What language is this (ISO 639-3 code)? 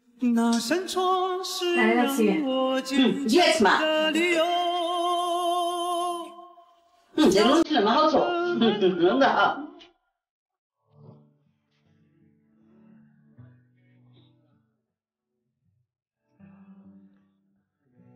zho